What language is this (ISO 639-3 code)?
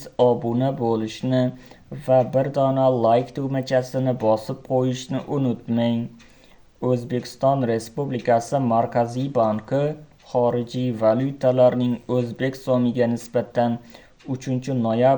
uzb